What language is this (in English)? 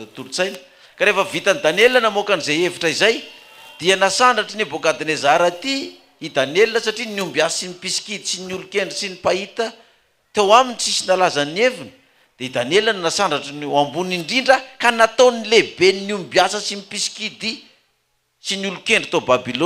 Malagasy